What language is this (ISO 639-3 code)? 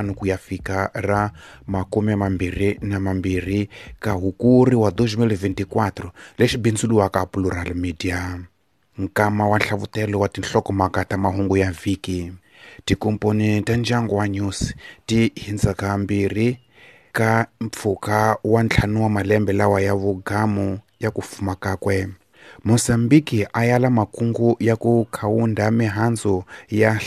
tso